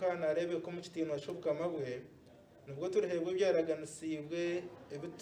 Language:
Nyankole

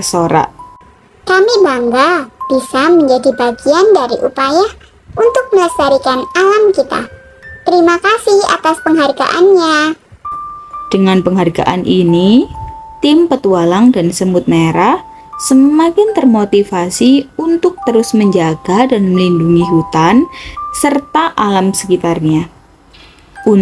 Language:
Indonesian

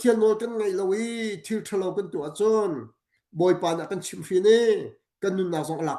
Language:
Hakha Chin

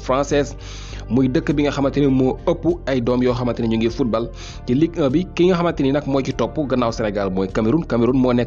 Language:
Wolof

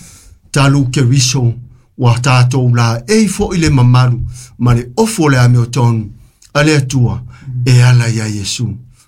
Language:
Samoan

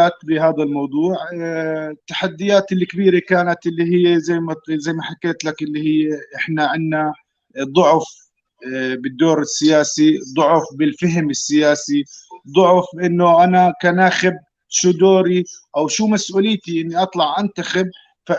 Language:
North Levantine Arabic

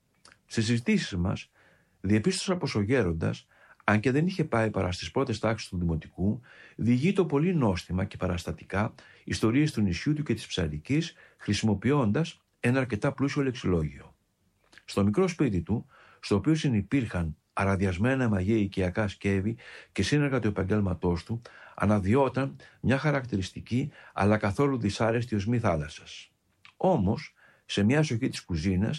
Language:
Greek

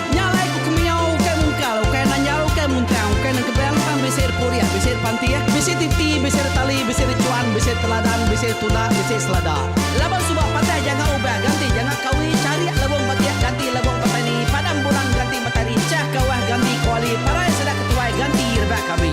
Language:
Iban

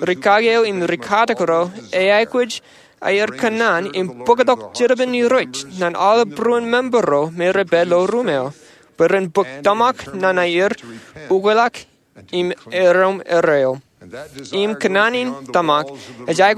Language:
Marshallese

